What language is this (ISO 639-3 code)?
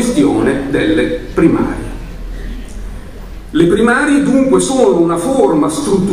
ita